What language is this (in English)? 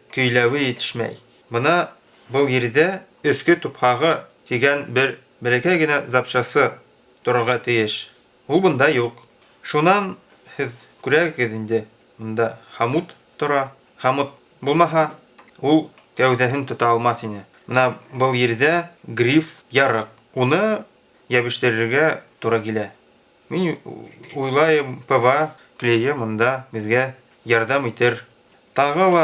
Bashkir